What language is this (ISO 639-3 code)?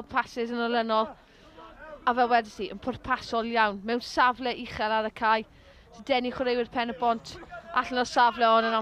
cym